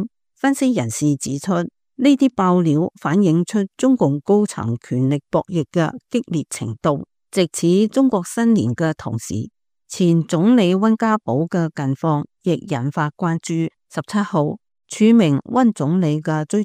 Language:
Cantonese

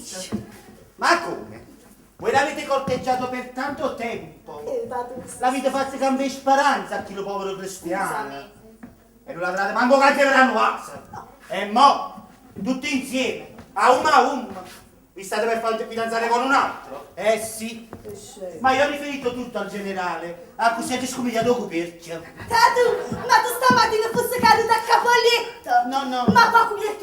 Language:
Neapolitan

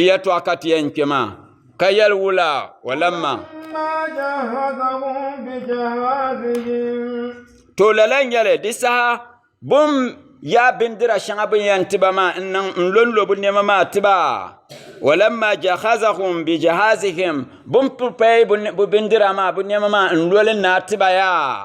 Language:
Dagbani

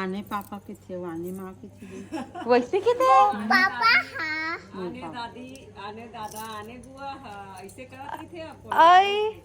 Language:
Chhattisgarhi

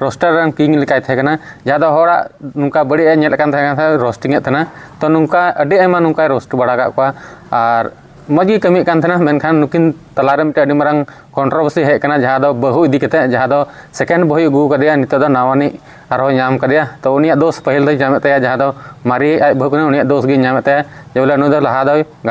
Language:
Santali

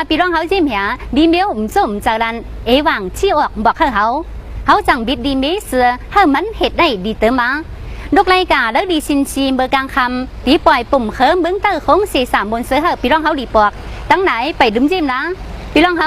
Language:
Tai Nüa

